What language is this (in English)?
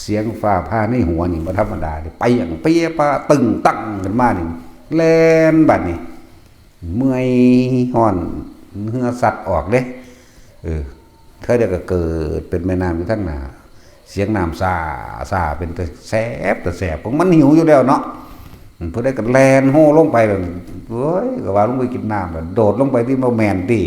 Northeastern Thai